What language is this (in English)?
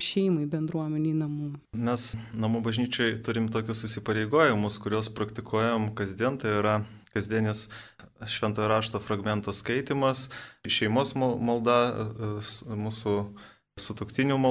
Lithuanian